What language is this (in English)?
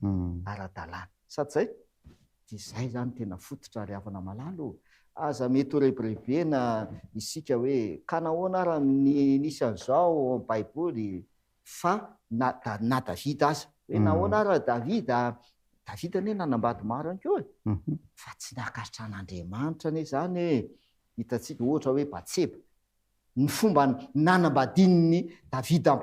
Malagasy